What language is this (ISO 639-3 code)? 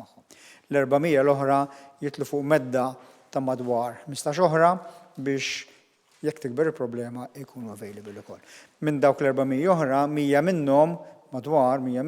mlt